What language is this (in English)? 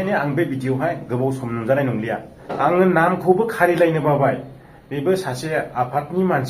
Bodo